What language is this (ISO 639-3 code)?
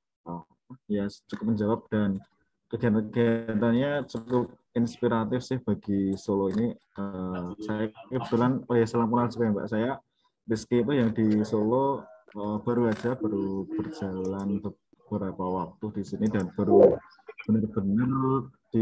ind